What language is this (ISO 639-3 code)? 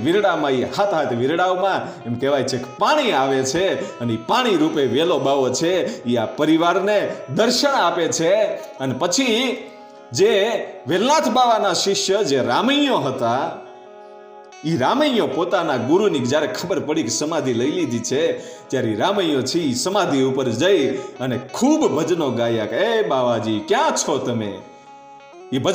guj